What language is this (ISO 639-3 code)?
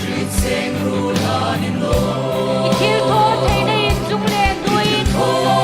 hmr